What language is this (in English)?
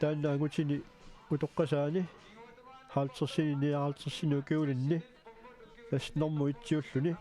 Kalaallisut